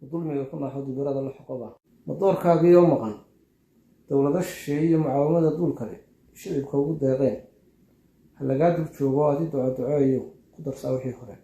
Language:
Somali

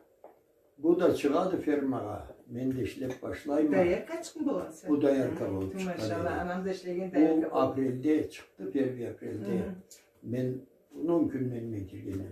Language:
Karachay-Balkar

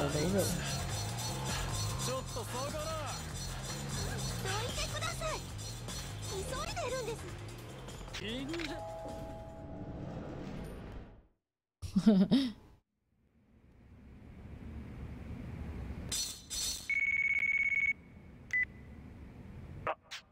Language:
Chinese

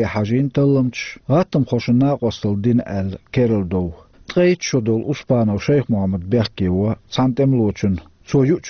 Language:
Chechen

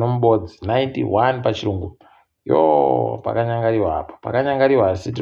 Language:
Ndau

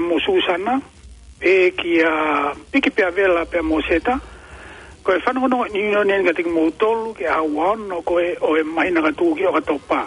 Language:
Tongan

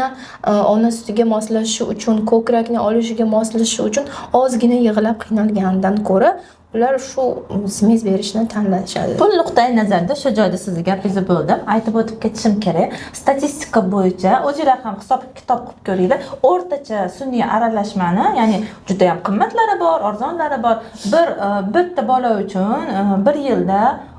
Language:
Uzbek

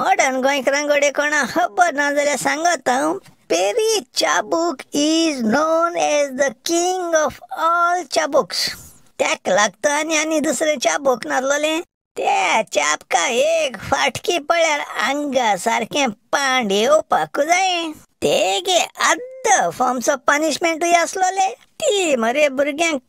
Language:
Konkani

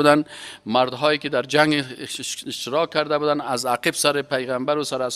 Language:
Persian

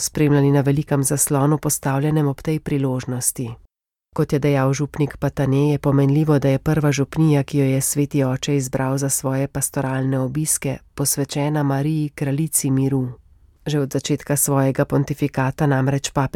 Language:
Slovenian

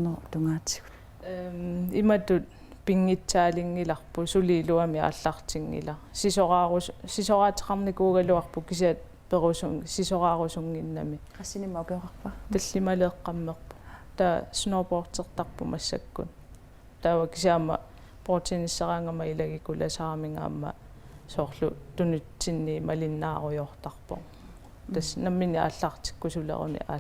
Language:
Kalaallisut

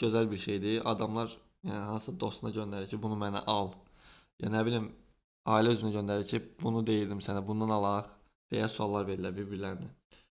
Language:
Azerbaijani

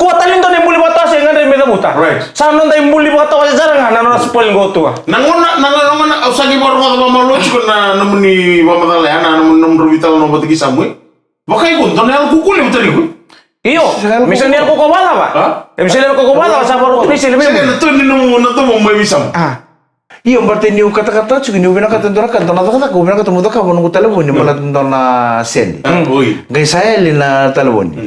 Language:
Fijian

